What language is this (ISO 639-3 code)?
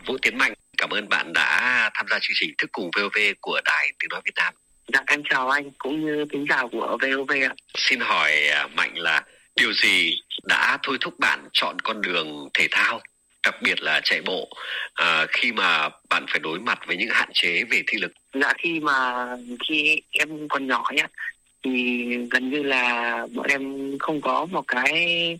vie